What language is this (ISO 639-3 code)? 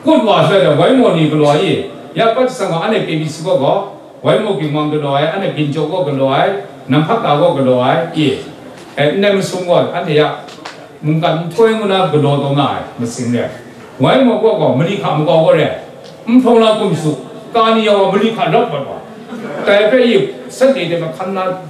kac